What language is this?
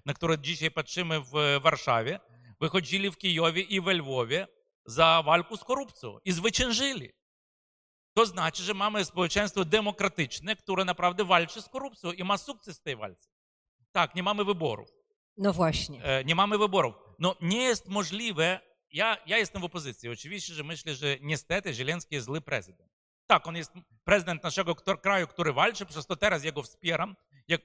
Polish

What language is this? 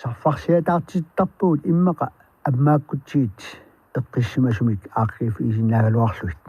Kalaallisut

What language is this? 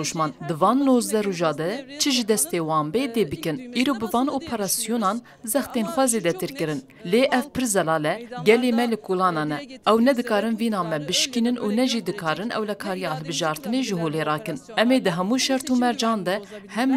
Kurdish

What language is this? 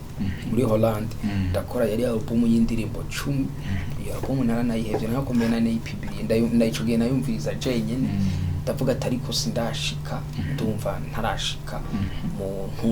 Rundi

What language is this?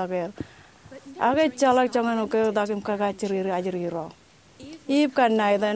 Marshallese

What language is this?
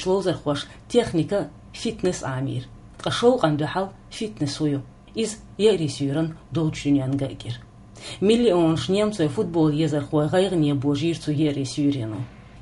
Chechen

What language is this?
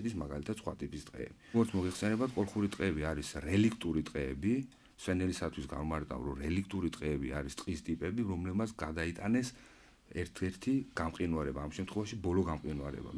Georgian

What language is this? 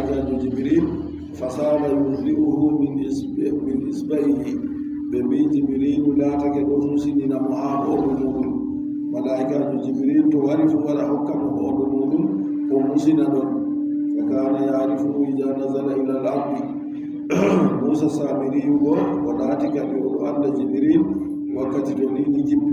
Adamawa Fulfulde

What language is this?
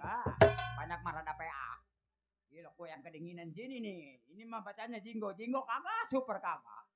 Betawi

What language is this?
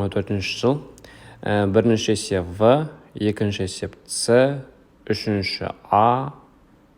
Kazakh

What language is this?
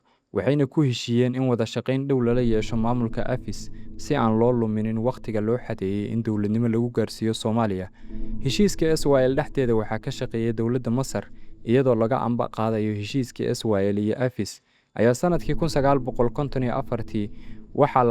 Somali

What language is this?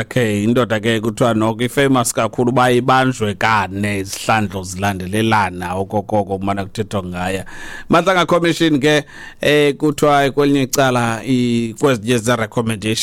Xhosa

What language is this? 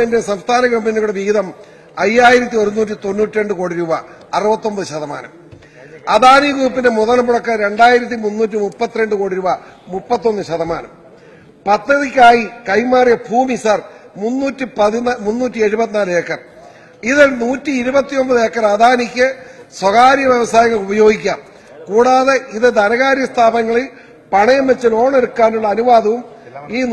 Malayalam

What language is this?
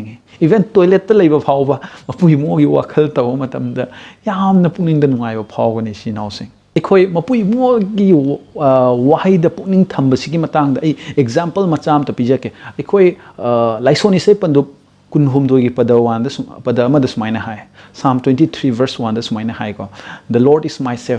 Manipuri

